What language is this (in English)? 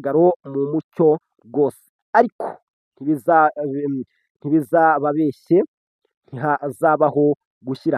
Kinyarwanda